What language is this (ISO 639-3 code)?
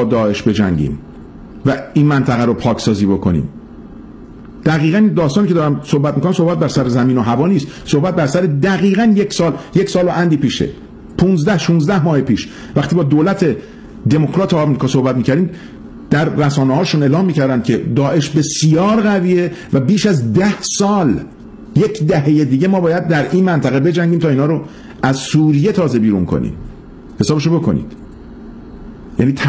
fas